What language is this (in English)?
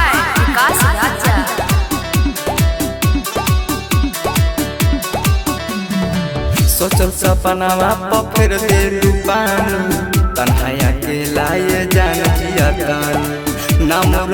Bhojpuri